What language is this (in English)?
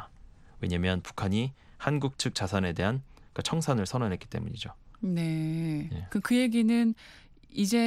Korean